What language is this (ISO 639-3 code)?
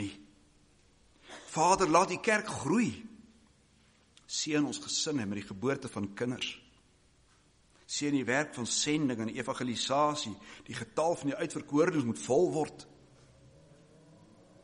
afr